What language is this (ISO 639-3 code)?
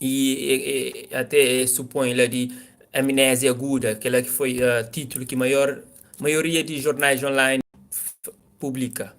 kea